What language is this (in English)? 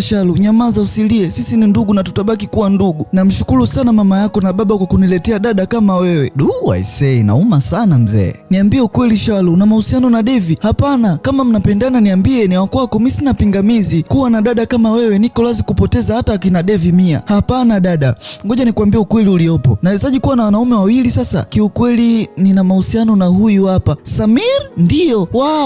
Swahili